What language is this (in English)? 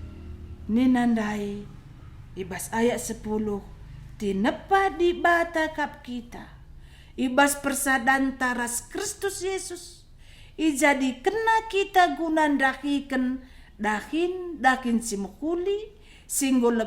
Batak Karo